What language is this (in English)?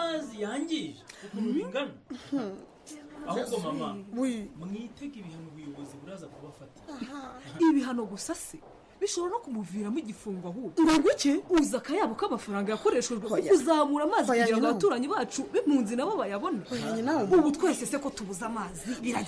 Kinyarwanda